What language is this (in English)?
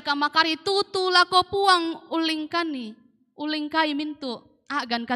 Toraja-Sa'dan